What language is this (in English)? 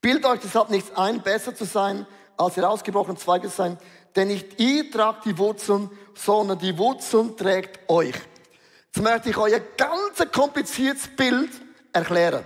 Swiss German